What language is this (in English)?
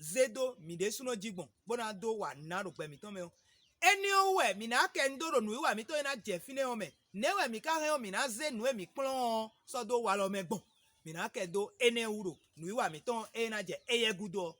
Fon